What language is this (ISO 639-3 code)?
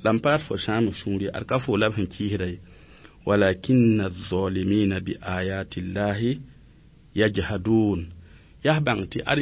mos